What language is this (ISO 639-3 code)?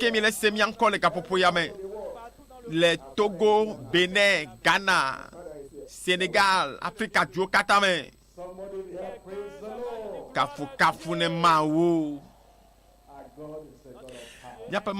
ewe